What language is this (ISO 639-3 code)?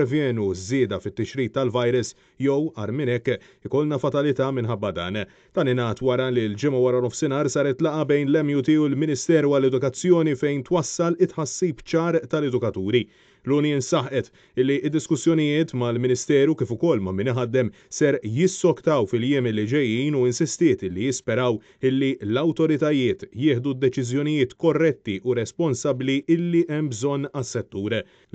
mlt